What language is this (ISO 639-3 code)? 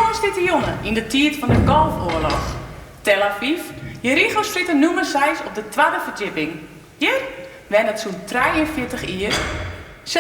fry